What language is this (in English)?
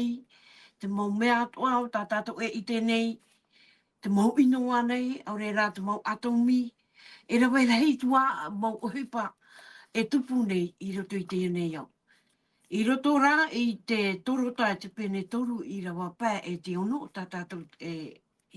Tahitian